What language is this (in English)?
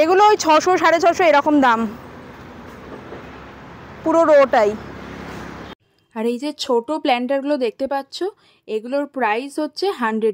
Bangla